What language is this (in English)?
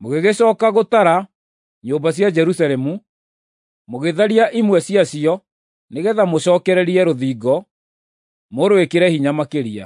Kikuyu